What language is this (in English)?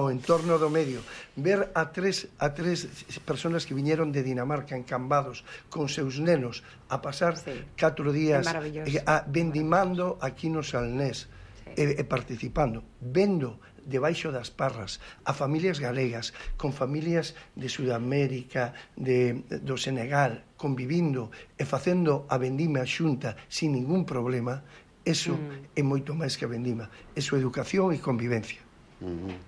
Galician